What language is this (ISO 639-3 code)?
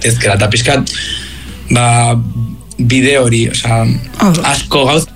eus